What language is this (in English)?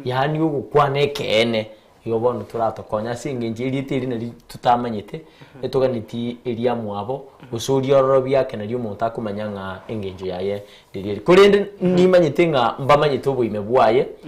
Gusii